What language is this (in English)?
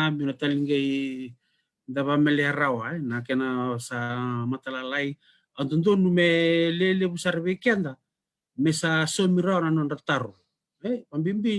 Fijian